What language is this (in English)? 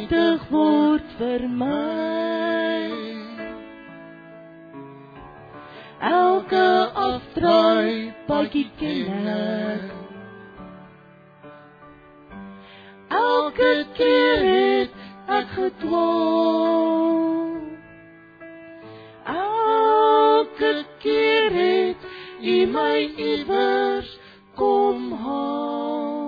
Afrikaans